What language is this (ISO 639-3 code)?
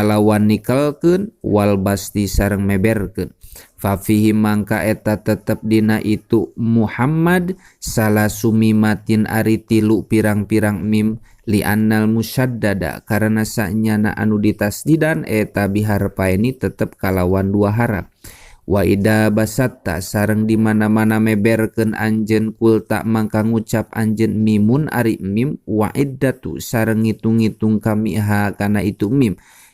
sun